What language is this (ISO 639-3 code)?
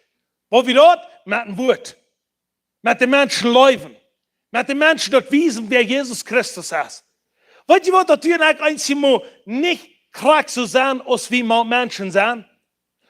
pdt